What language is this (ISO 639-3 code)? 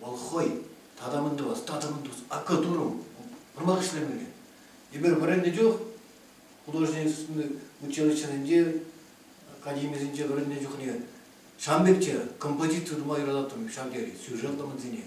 chv